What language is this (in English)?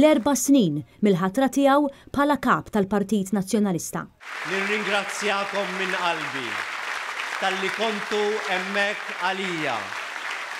Maltese